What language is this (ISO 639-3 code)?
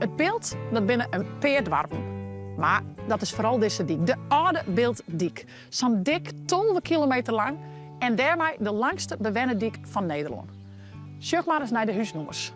fry